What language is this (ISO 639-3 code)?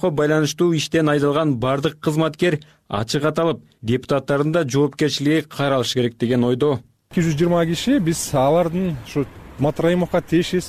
kir